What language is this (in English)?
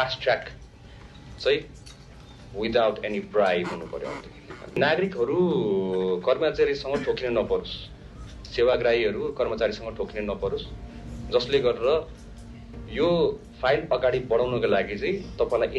Nepali